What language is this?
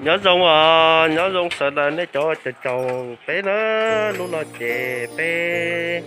Hmong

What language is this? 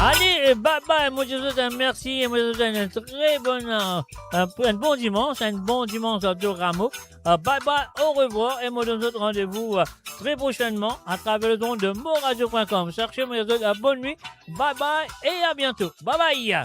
Morisyen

